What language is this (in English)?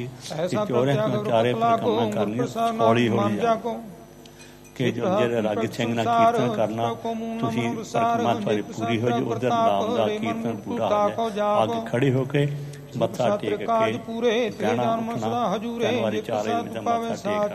Punjabi